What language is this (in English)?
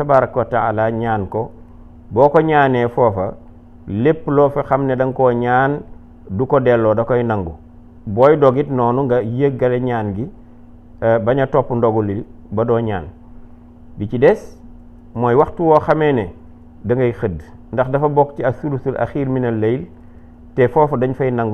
Wolof